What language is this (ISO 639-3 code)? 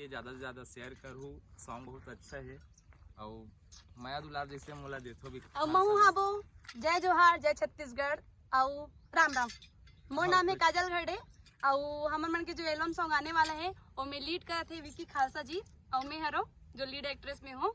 hne